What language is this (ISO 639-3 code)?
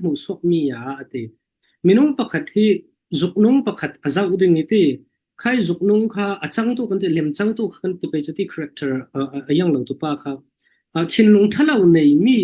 cfm